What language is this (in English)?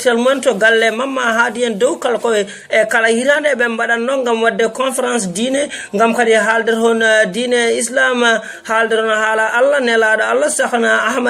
Fula